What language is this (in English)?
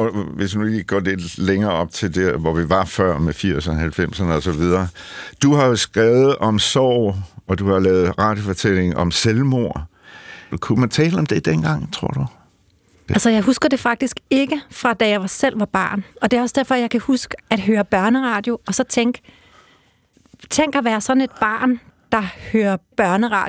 Danish